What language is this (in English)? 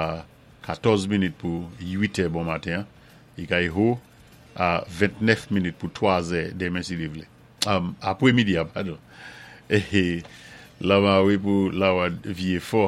Saint Lucian Creole French